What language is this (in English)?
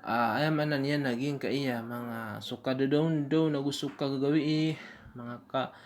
Maranao